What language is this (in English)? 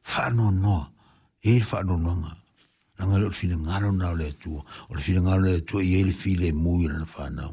Samoan